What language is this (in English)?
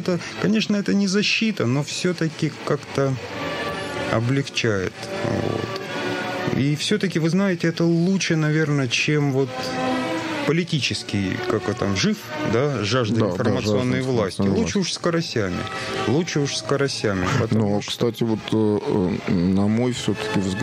Russian